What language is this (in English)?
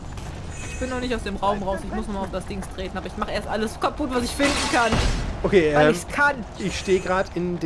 German